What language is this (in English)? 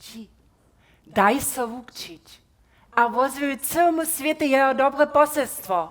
Upper Sorbian